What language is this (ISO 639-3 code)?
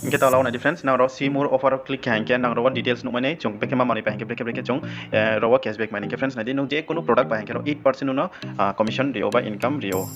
ria